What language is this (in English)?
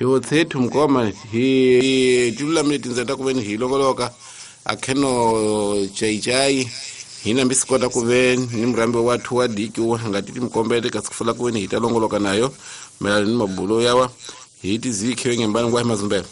Tsonga